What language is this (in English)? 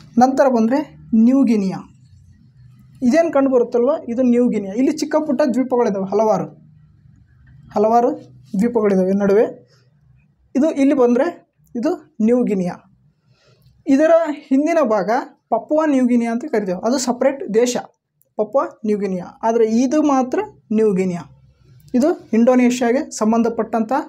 Kannada